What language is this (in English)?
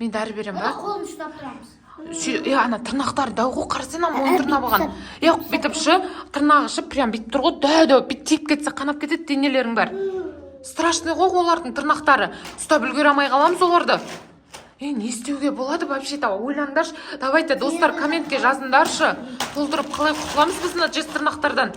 Kazakh